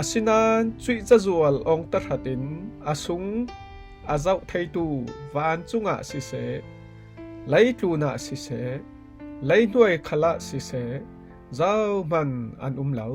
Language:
Falam Chin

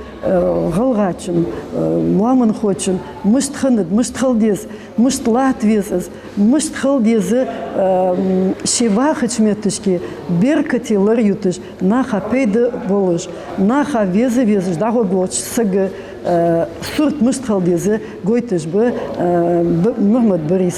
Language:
Ingush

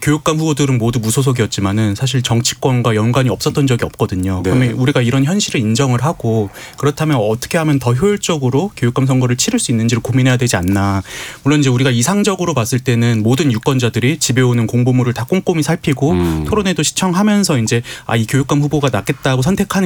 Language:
Korean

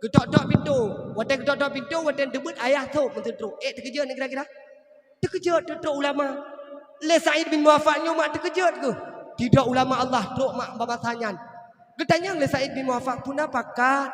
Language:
Achinese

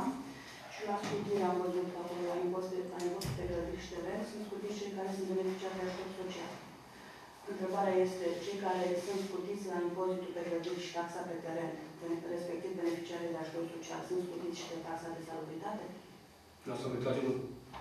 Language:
Romanian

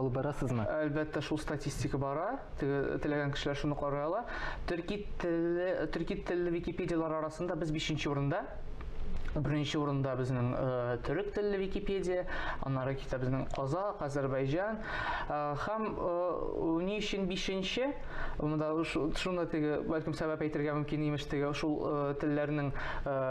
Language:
Tatar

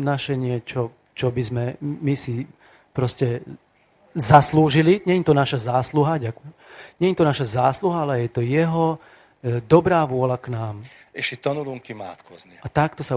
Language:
Slovak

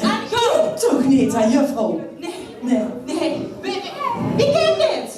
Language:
Limburgish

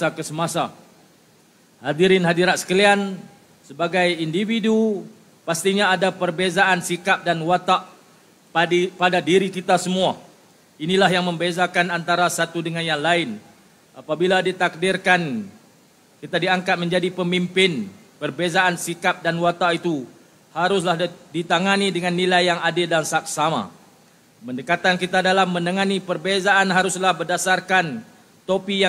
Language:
Malay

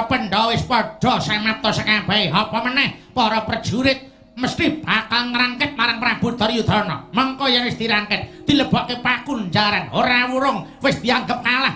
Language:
Javanese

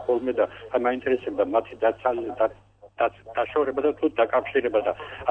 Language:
Georgian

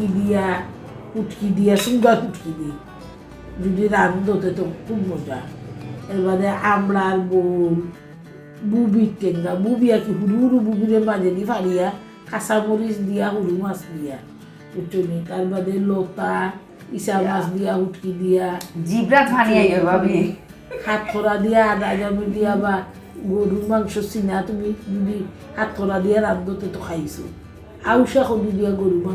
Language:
Sylheti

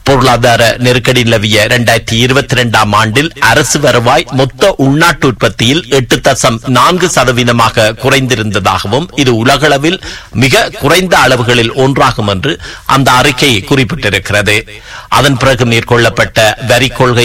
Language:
Tamil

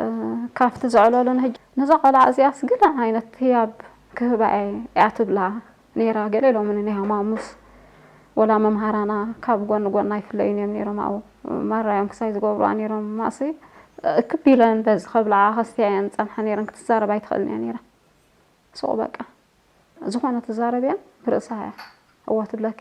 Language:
Tigrinya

